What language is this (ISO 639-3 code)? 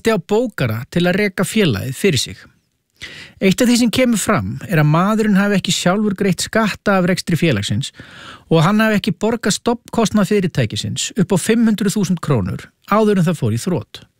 isl